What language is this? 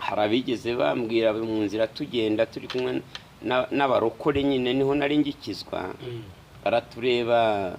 Kinyarwanda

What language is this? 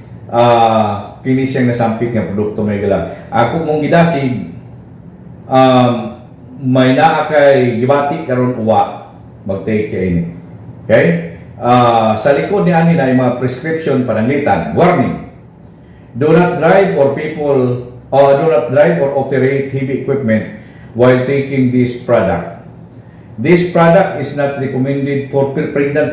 Cebuano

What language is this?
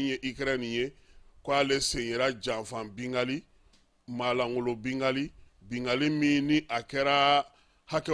Bambara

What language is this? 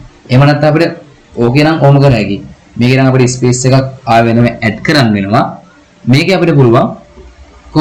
Sinhala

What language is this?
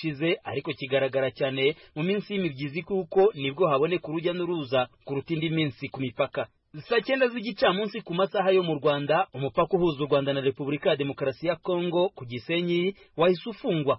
Kinyarwanda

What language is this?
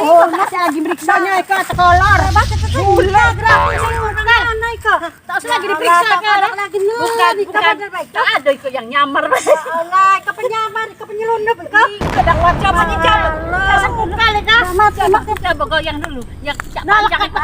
Musi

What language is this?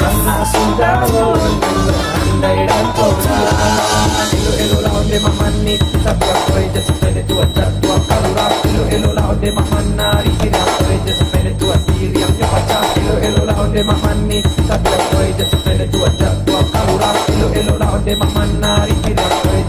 Minangkabau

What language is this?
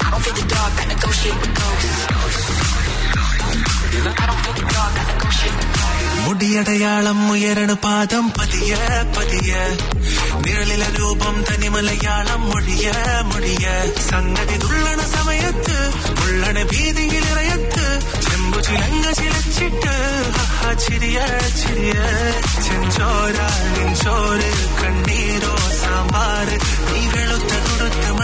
Malayalam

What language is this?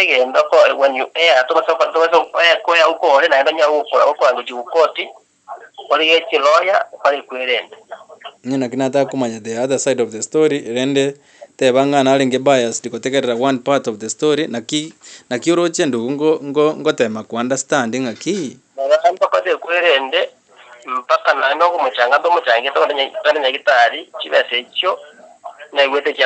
Gusii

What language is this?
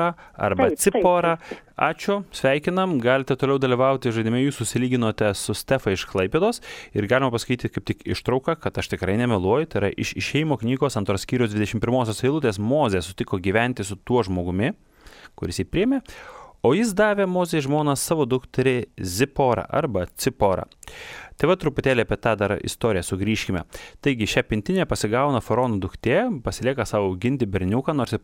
Lithuanian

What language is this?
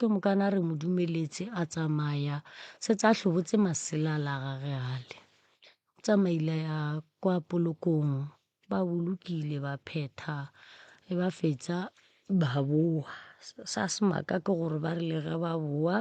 Northern Sotho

